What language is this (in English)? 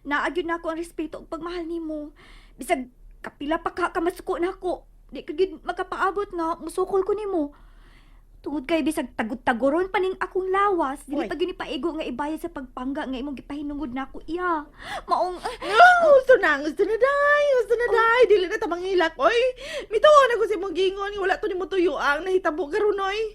Cebuano